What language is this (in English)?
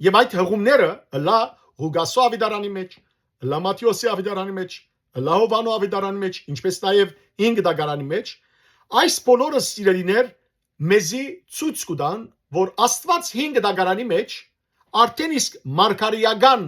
Western Armenian